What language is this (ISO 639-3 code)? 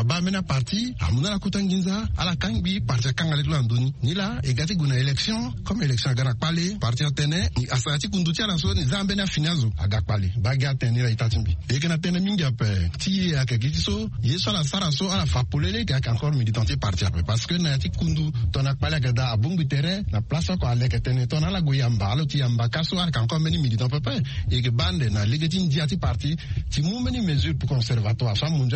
sag